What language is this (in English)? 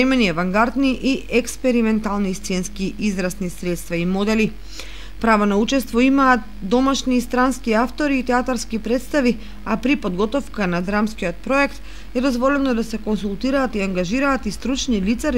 Macedonian